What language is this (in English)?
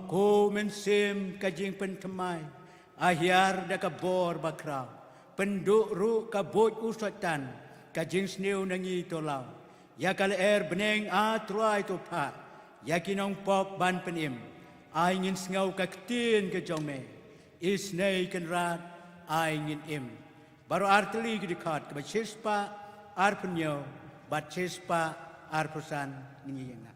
Khasi